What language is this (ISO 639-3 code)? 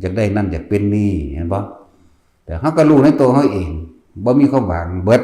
tts